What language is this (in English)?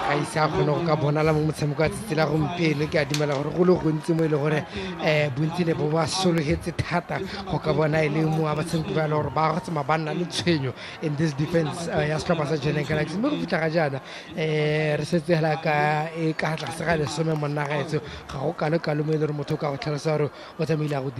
Tswana